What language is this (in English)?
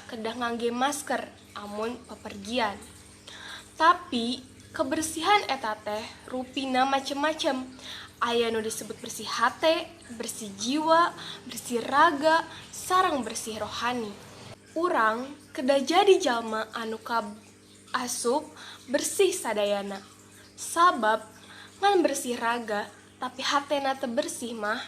Sundanese